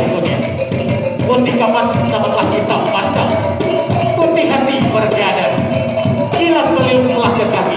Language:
Minangkabau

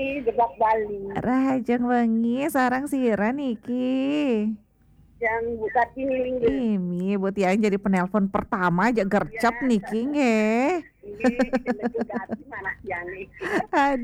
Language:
Balinese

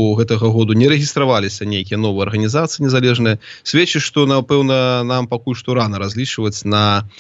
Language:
Belarusian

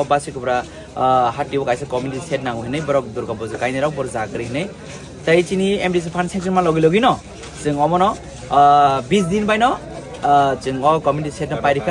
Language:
Kok Borok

